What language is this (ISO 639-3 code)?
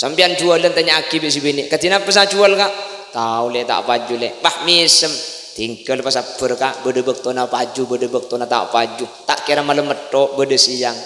mad